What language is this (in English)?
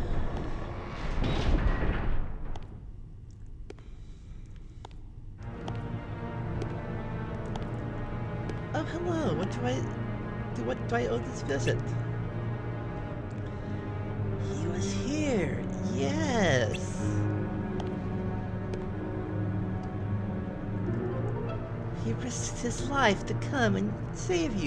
English